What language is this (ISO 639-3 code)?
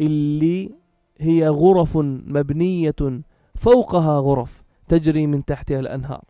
apc